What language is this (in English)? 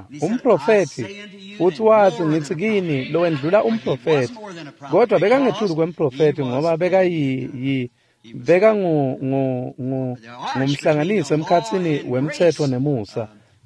Swati